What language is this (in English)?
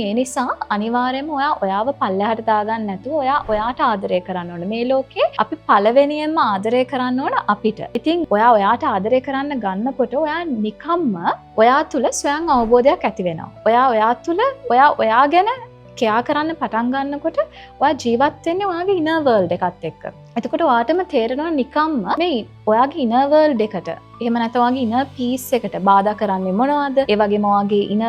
Sinhala